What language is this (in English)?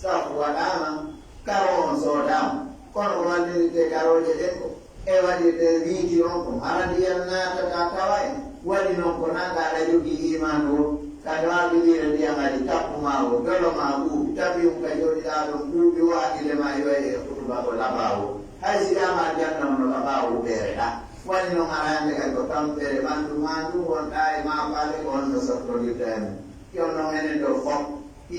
Pular